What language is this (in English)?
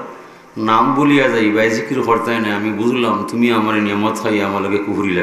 Sylheti